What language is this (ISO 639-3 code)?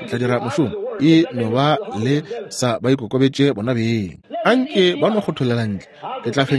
nso